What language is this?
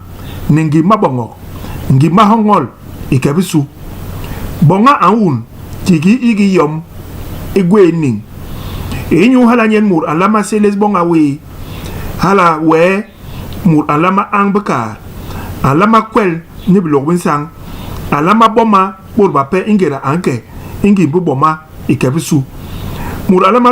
Basaa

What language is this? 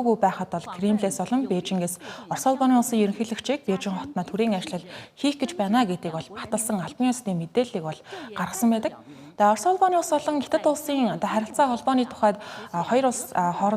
Mongolian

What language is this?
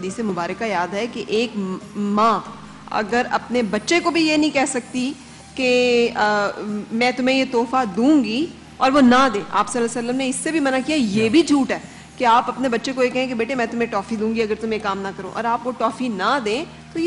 Urdu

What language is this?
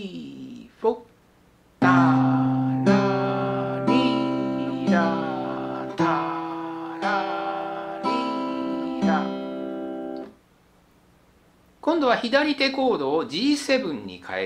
Japanese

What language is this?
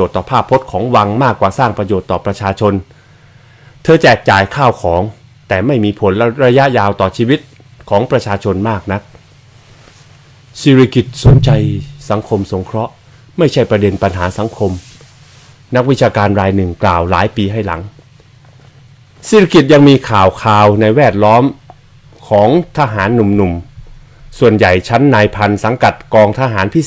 Thai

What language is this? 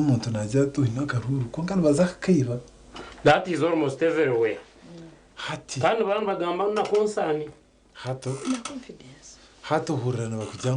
Nyankole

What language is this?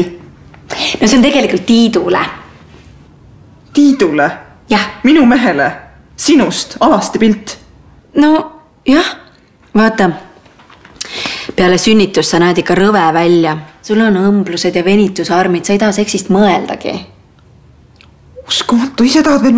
Estonian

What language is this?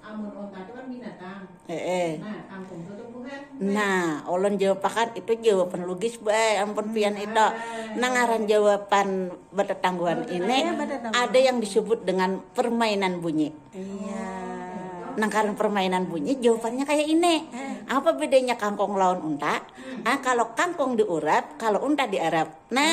Banjar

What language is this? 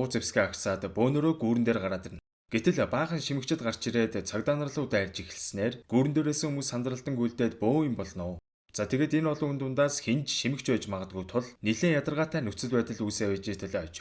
Mongolian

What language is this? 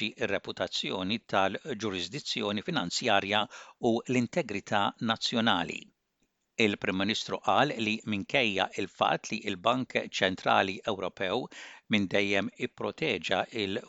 Maltese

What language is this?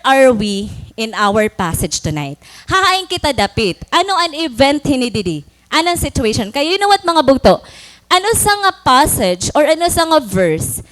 Waray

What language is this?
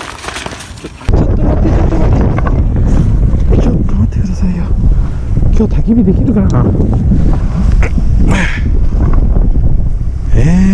Japanese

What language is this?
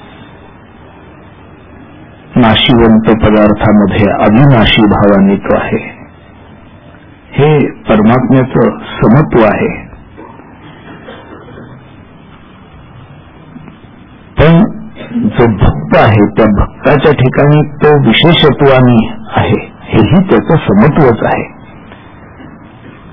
Marathi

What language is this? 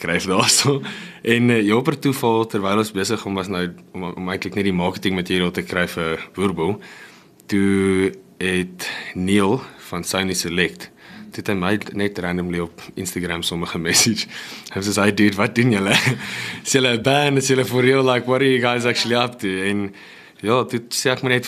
Afrikaans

